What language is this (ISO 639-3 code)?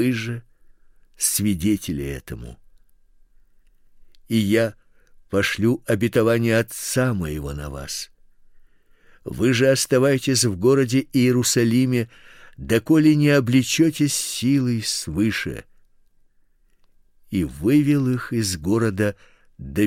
rus